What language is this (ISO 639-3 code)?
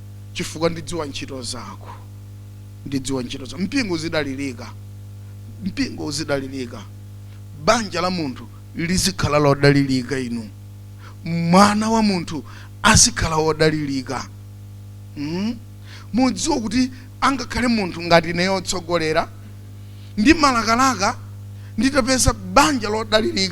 nya